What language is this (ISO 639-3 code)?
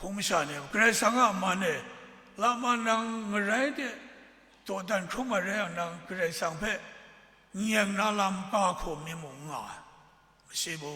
kac